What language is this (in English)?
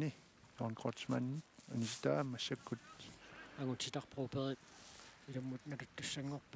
Kalaallisut